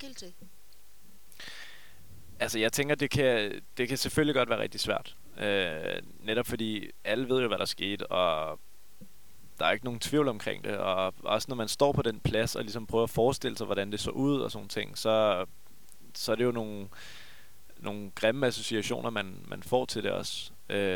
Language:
Danish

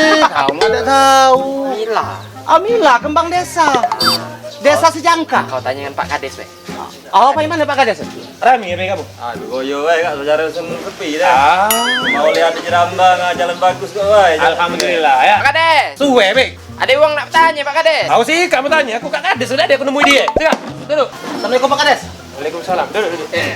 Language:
Musi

